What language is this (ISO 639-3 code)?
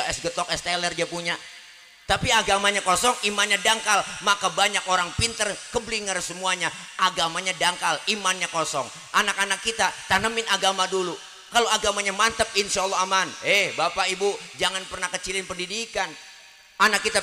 bew